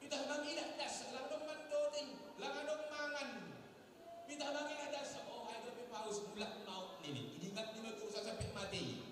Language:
Batak Simalungun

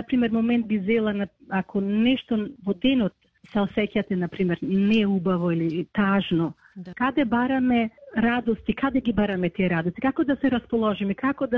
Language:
Macedonian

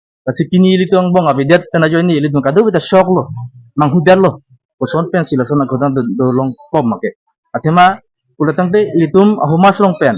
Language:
Karbi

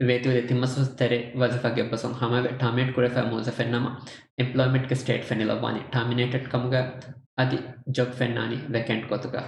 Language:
Divehi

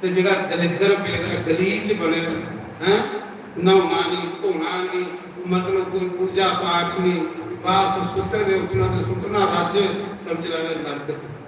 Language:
Dogri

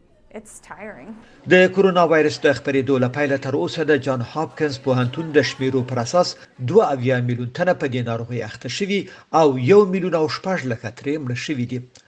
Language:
Pashto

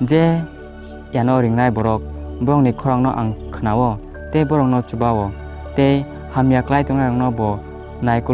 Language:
Kok Borok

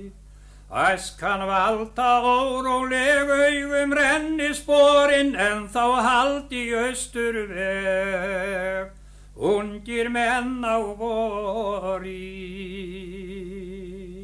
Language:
Icelandic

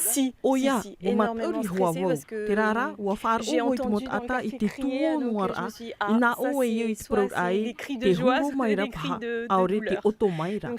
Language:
Tahitian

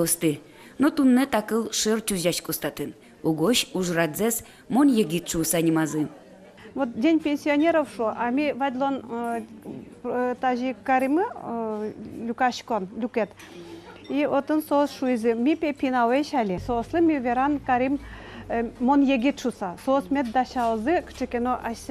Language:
Udmurt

